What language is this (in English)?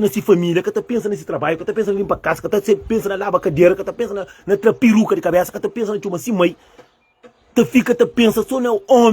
Kabuverdianu